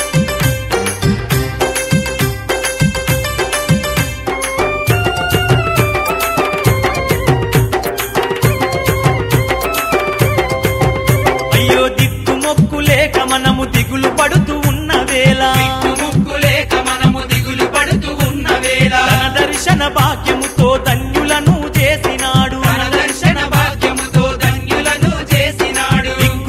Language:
Telugu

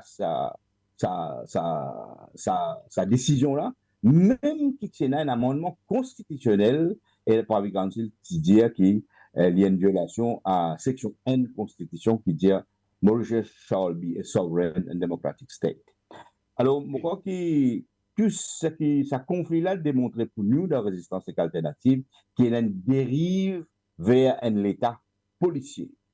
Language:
Morisyen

